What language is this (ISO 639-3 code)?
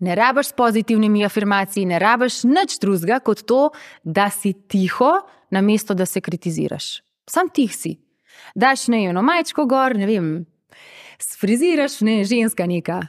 slv